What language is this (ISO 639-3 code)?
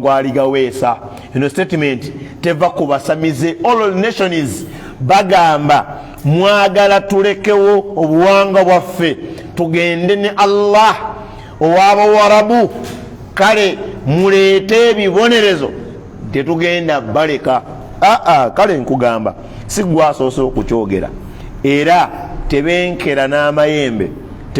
lug